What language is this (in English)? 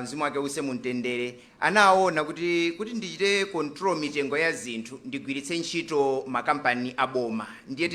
Nyanja